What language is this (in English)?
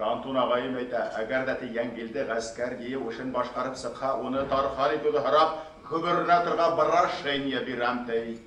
Bashkir